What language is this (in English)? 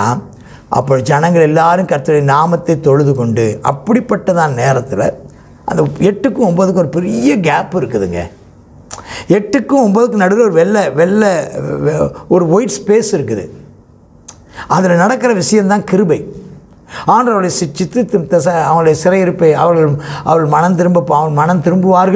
Tamil